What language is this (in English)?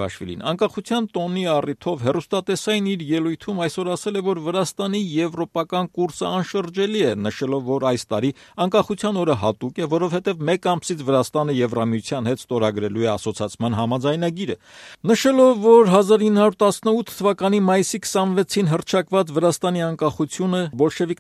Armenian